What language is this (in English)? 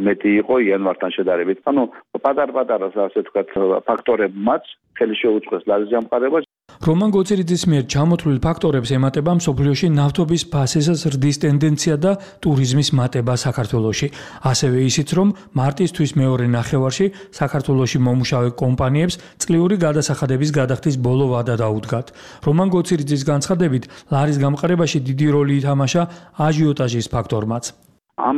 Georgian